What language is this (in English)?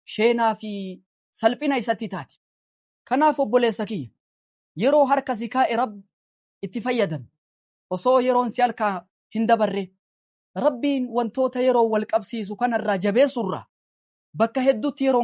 Oromo